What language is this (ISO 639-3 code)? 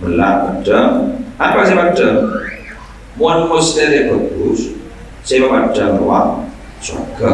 mad